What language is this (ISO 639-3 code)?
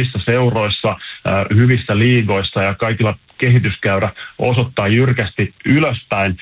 fin